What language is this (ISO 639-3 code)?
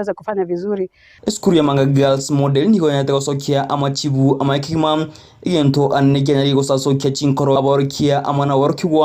guz